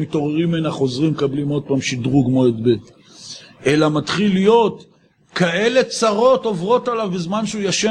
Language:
Hebrew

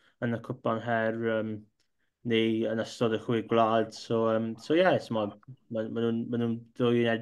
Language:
Welsh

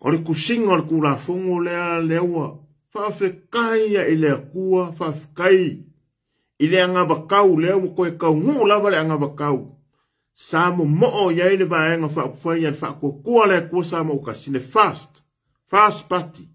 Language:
Samoan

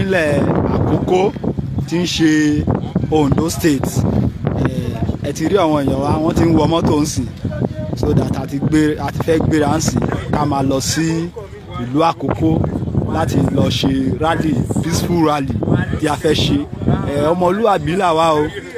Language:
Yoruba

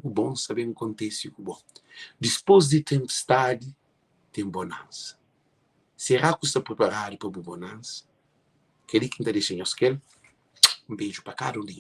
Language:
Kabuverdianu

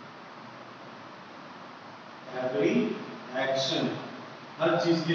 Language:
Hindi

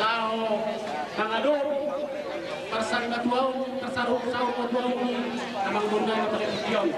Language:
Batak Toba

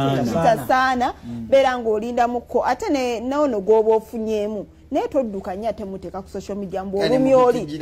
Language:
Ganda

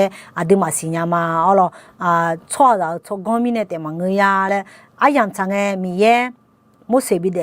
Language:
Akha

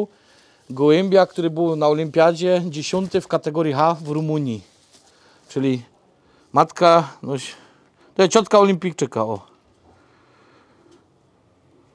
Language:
Polish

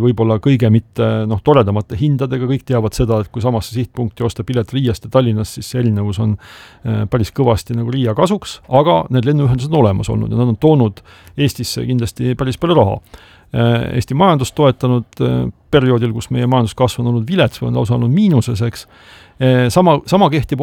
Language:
Estonian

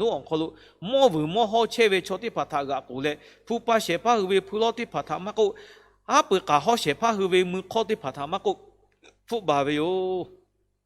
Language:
Lahu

